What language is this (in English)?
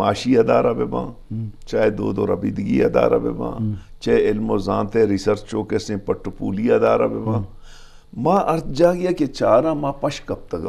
Eastern Balochi